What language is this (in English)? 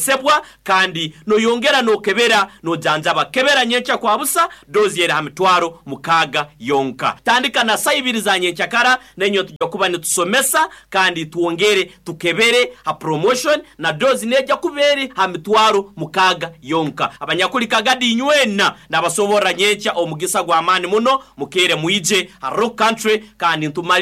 Nyoro